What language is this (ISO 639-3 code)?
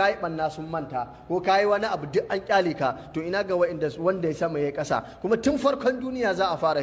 hau